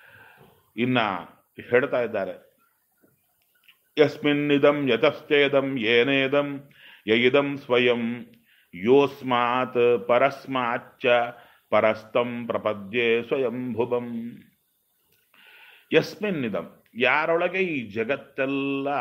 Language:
Kannada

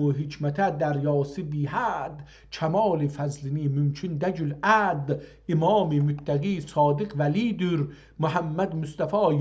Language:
South Azerbaijani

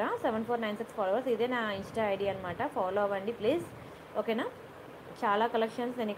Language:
Telugu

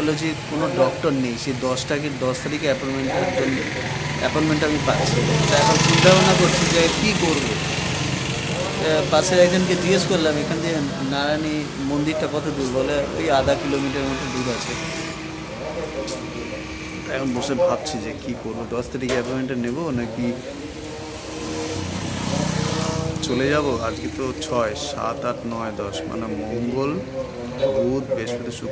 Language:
Bangla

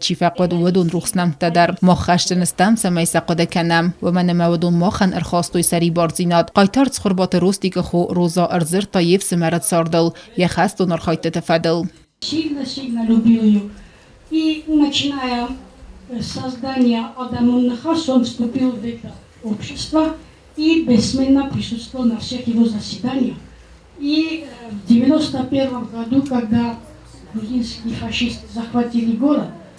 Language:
Ossetic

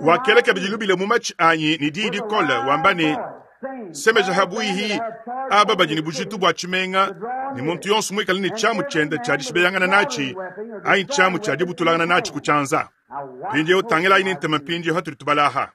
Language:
Luba-Lulua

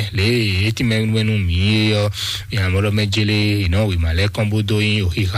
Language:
Fon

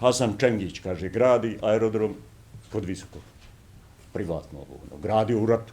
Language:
Bosnian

